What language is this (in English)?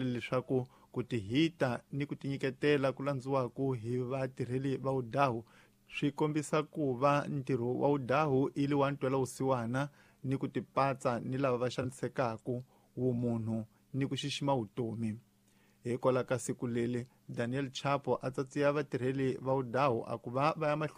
Tsonga